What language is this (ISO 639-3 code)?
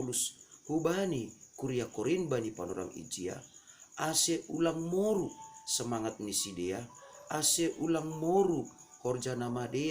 bts